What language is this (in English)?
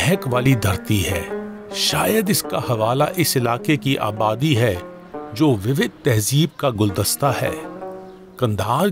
Hindi